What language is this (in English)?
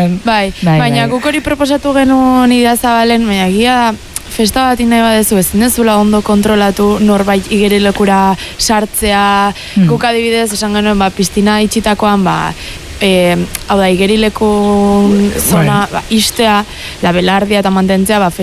Basque